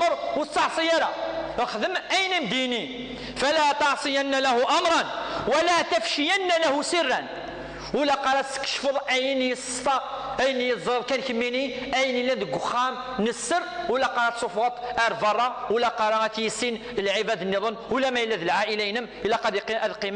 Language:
Kabyle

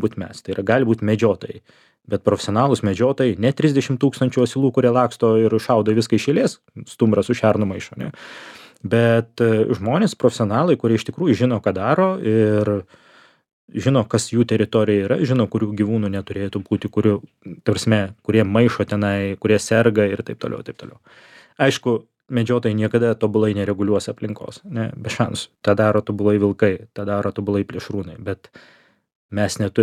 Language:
Lithuanian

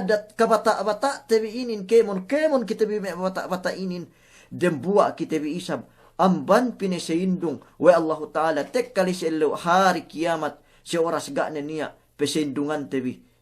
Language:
Yakan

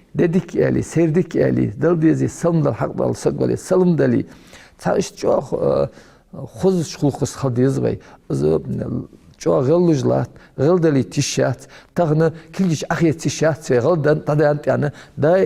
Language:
Ingush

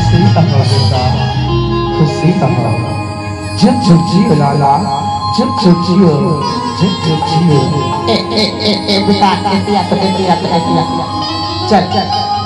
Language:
Chhattisgarhi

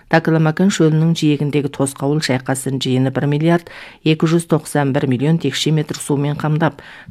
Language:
Kazakh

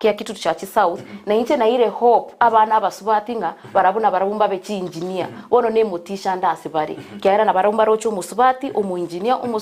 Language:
Gusii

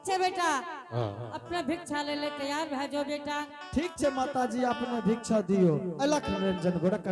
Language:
Angika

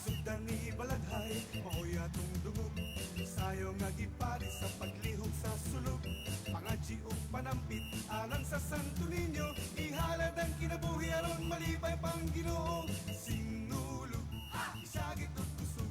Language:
Cebuano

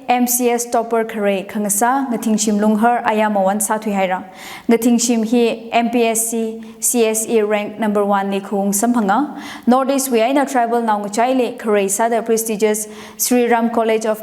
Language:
Tangkhul Naga (India)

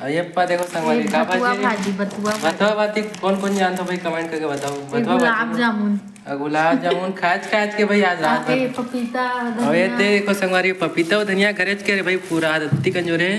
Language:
Chhattisgarhi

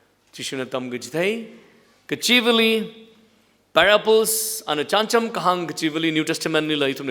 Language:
Tangkhul Naga (India)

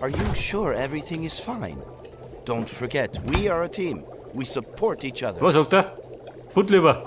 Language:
Bavarian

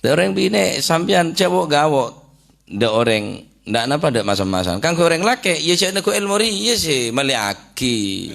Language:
Madurese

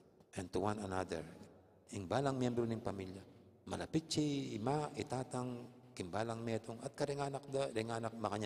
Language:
Pampanga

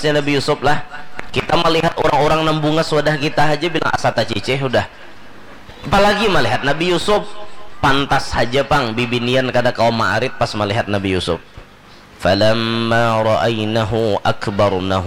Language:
Banjar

